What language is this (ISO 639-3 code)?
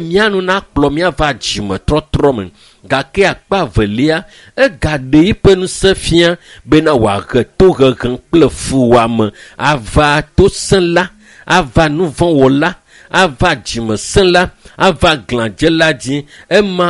ewe